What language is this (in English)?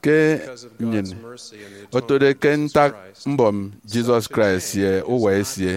Efik